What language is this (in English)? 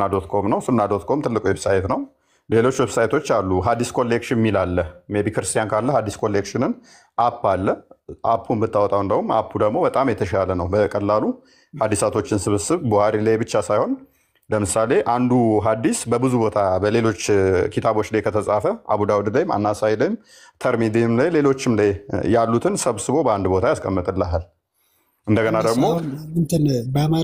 Amharic